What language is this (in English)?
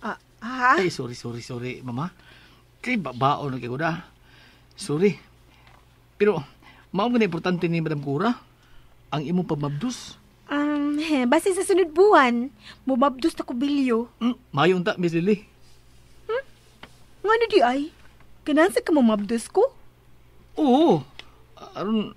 Cebuano